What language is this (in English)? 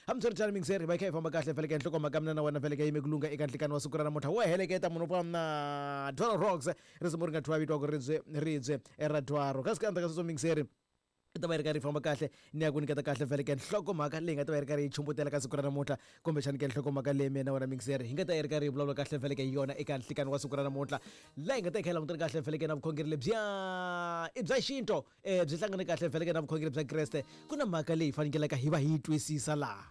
Tsonga